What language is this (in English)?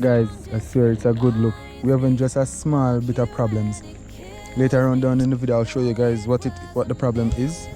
Jamaican Creole English